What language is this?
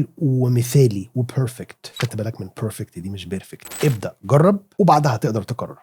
Egyptian Arabic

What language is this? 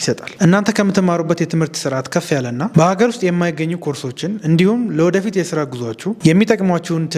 Amharic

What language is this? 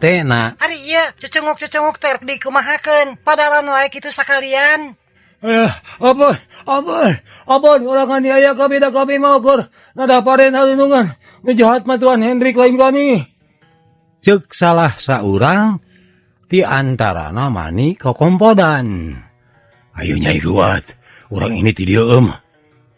Sundanese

